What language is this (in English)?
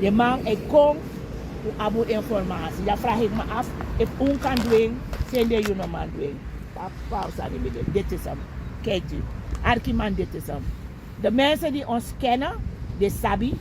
Sranan Tongo